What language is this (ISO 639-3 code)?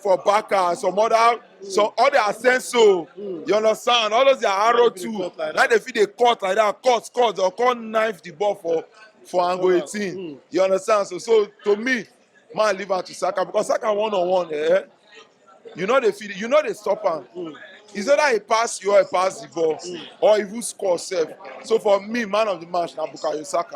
pcm